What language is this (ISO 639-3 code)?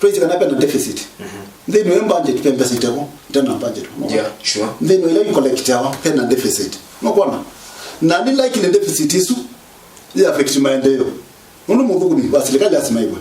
kam